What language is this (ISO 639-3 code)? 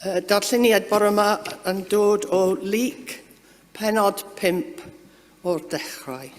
cym